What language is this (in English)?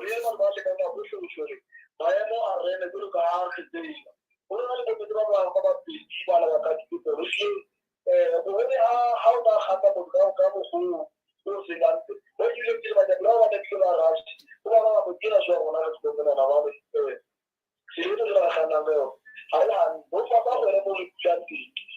Southern Sotho